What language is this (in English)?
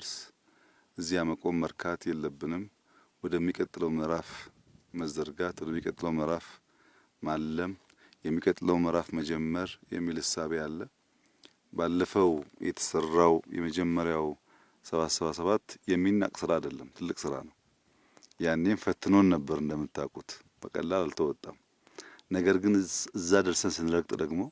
Amharic